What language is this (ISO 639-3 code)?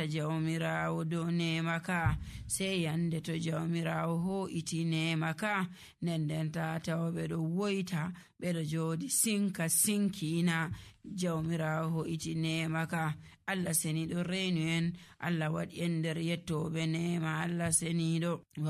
fuv